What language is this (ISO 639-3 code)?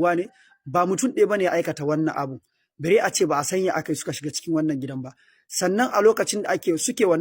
hau